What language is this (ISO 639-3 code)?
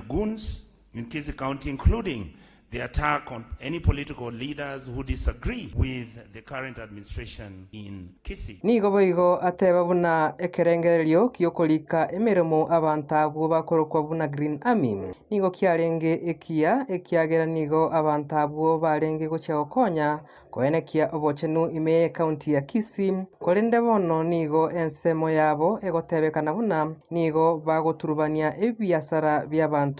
guz